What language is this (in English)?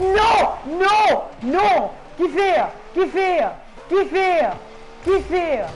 Morisyen